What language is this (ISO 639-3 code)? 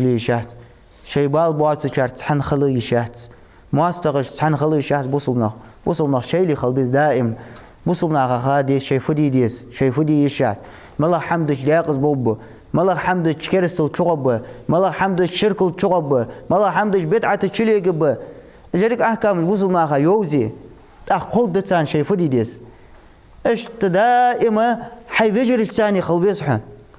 inh